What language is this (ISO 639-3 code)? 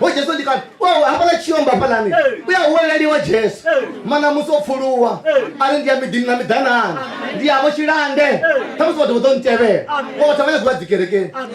ven